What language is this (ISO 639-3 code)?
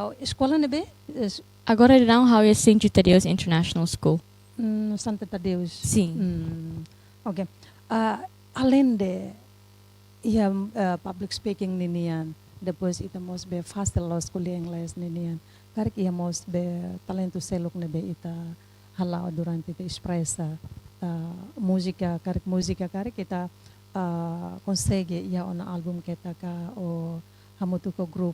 tet